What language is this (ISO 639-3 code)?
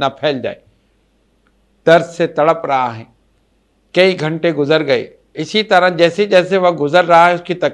urd